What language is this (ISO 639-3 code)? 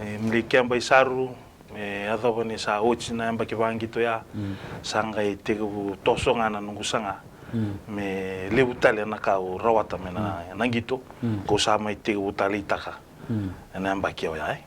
fij